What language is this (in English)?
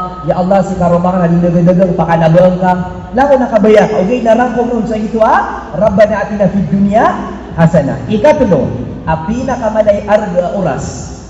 Maranao